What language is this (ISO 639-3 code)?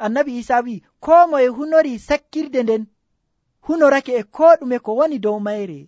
fuv